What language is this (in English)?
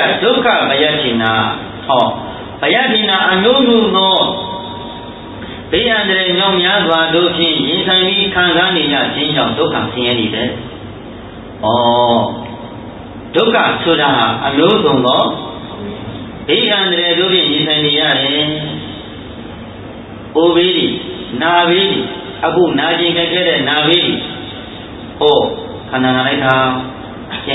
Burmese